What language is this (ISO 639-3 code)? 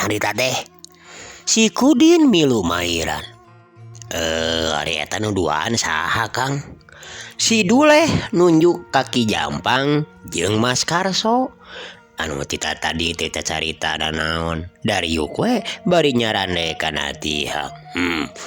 sun